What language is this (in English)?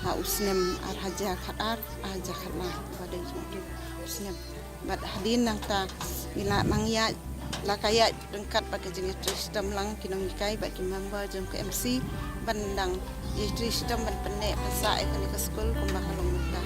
Khasi